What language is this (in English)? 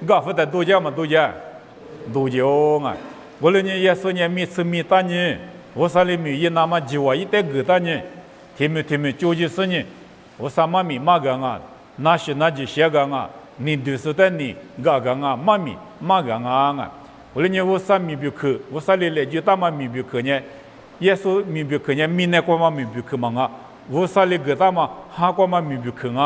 Lisu